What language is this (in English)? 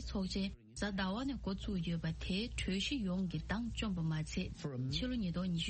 Tibetan